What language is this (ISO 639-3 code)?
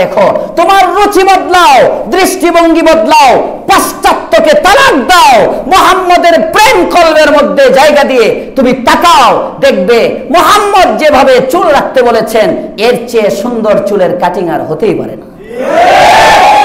ben